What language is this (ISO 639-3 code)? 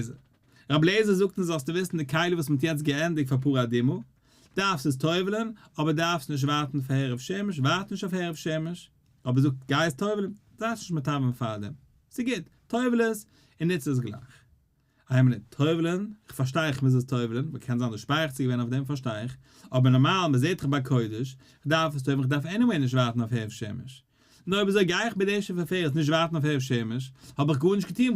yid